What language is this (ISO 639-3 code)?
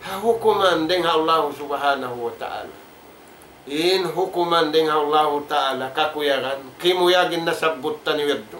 tsg